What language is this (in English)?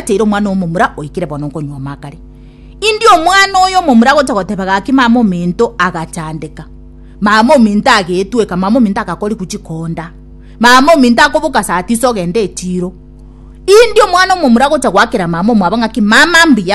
Gusii